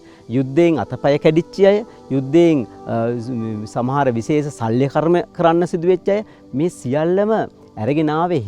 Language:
Sinhala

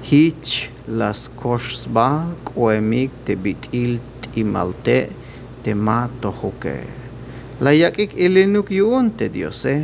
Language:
Tzeltal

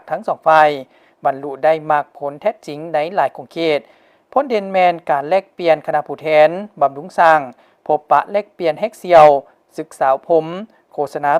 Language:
Lao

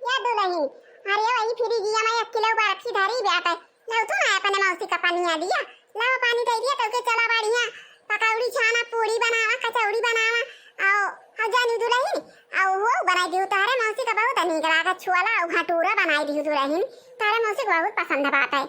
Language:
Awadhi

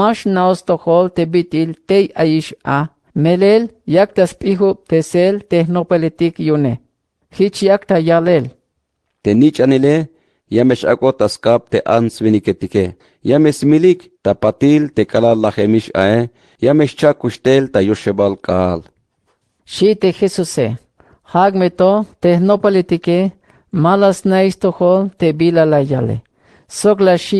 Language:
Tzeltal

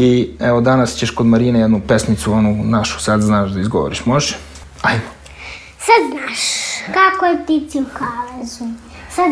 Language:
Serbian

